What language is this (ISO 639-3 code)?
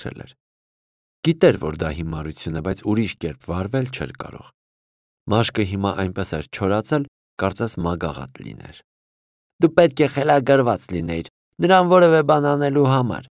hye